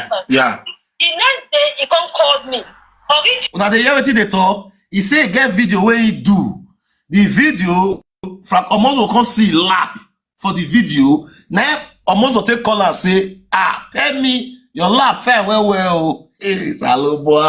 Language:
Nigerian Pidgin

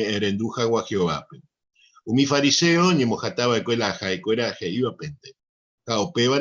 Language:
Guarani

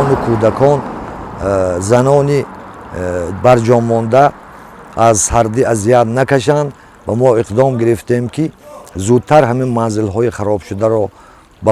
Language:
Tajik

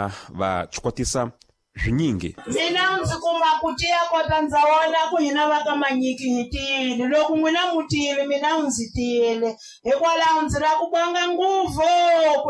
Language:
Tsonga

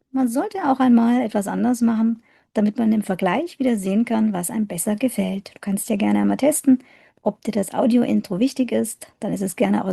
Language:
German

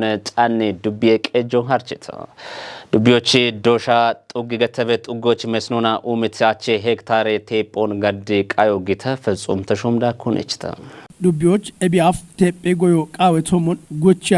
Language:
Kafa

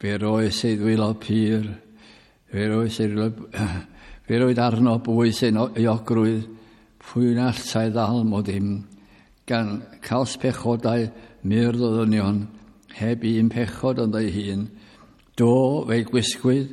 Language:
Welsh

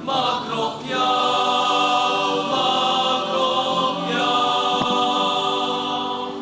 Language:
Bikol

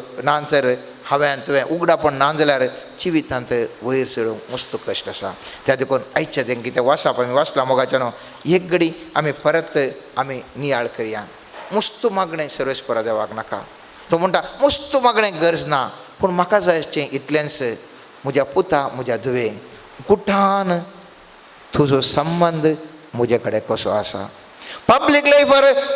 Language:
Konkani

